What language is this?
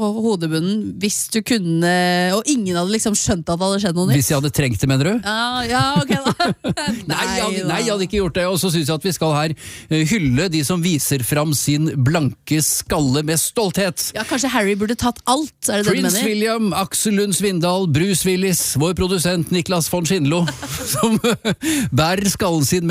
Norwegian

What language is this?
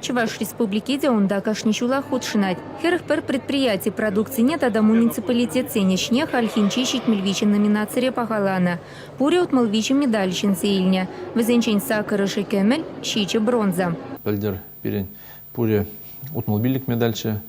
Chuvash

